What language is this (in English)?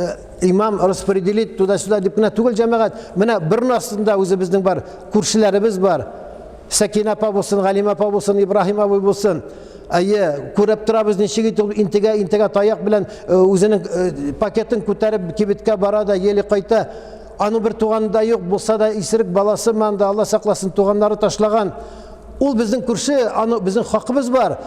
Tatar